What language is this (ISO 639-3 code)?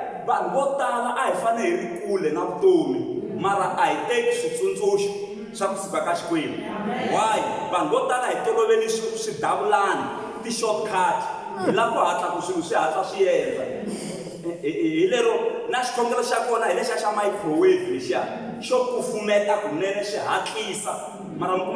tso